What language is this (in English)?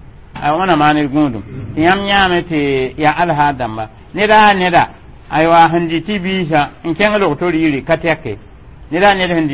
Mossi